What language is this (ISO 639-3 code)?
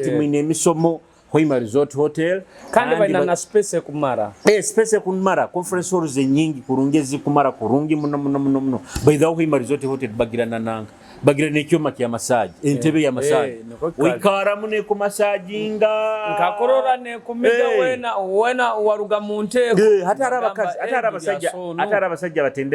nyo